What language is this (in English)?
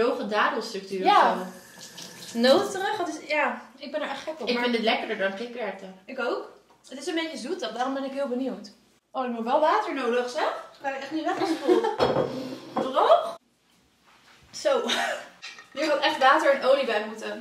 Dutch